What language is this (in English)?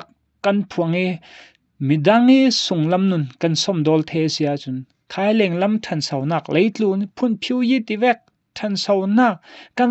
Falam Chin